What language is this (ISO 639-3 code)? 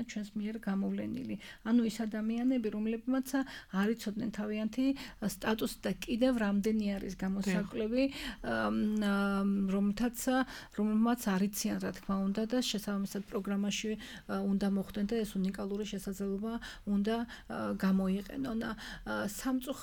kat